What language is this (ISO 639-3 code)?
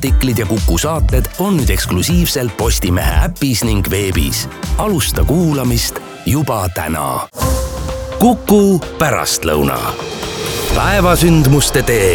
est